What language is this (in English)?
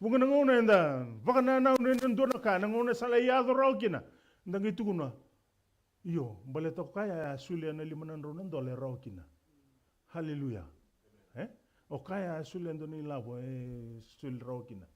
Fijian